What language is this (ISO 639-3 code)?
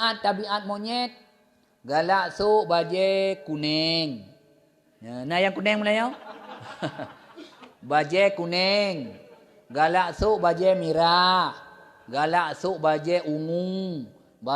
ace